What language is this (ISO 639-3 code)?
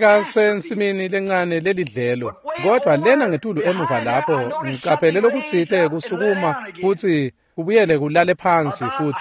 ssw